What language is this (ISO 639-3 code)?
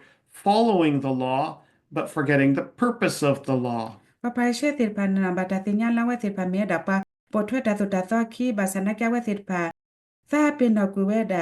ksw